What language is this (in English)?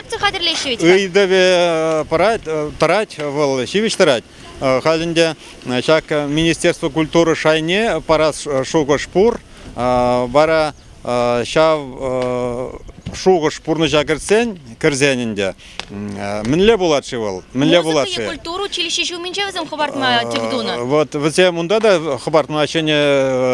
Chuvash